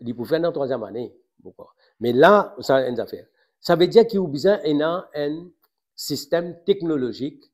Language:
Morisyen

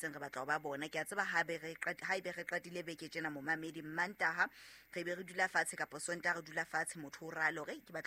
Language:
Southern Sotho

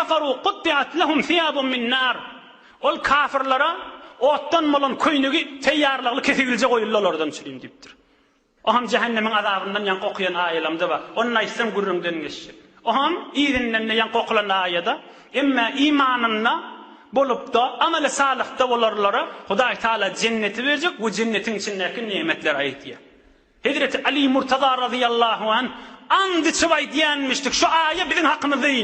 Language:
Turkmen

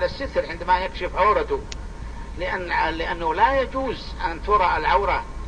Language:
Arabic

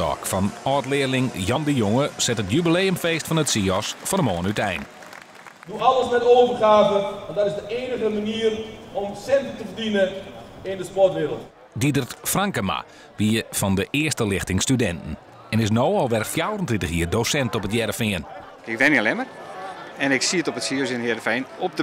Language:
Western Frisian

